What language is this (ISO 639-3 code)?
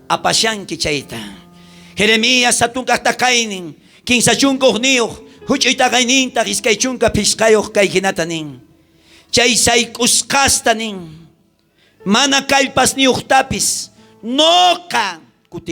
quh